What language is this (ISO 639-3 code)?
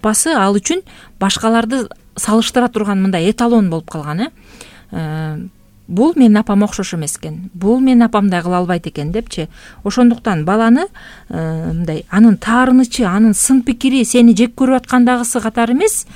kir